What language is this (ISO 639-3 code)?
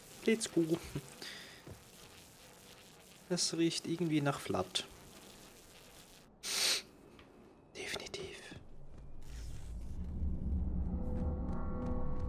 deu